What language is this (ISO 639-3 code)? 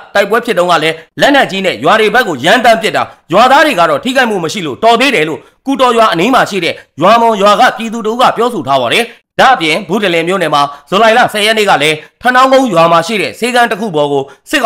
mya